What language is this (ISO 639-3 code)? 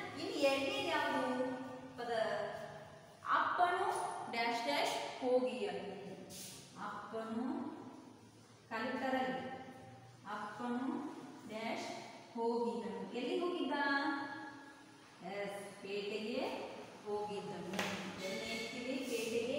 kan